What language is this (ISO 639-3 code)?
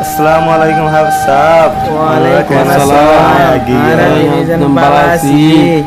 rhg